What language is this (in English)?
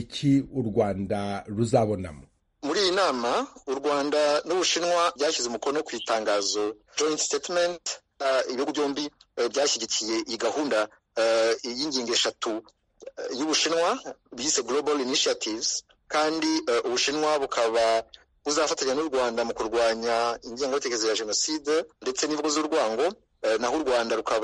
Kinyarwanda